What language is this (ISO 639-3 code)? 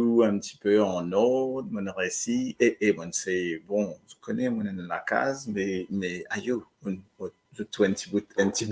mfe